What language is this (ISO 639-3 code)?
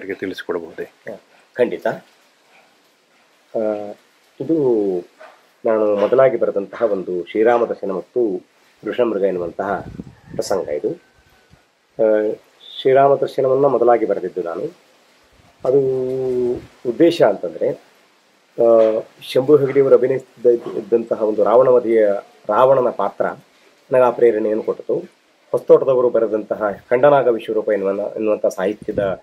kan